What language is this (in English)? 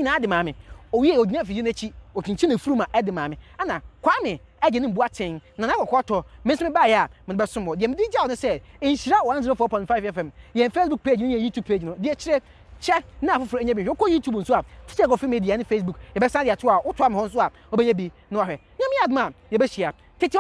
Akan